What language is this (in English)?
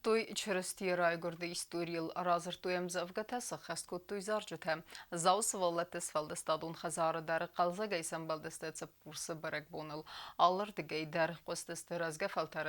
Ossetic